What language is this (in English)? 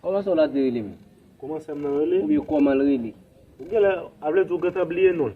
Haitian Creole